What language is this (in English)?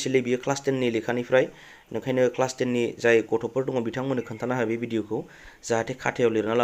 Bodo